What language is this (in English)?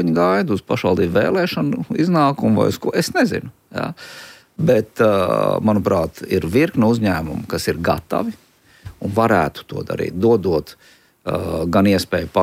Latvian